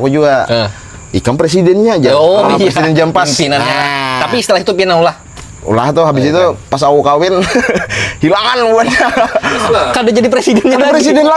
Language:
Banjar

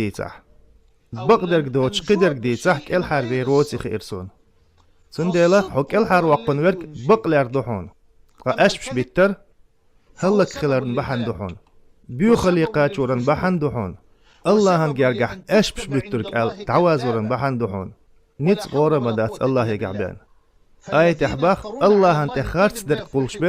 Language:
Chechen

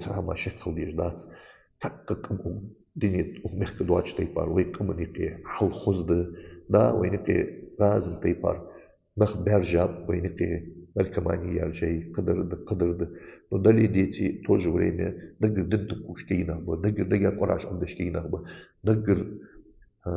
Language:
Ingush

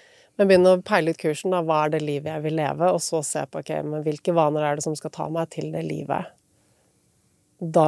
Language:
Norwegian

